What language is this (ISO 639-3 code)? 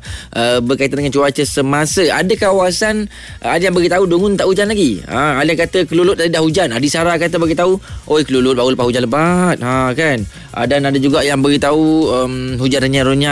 msa